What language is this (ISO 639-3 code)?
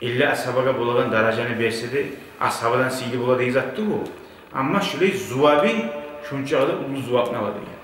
kum